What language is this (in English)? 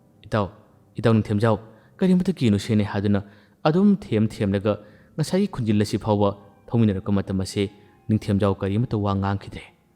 Manipuri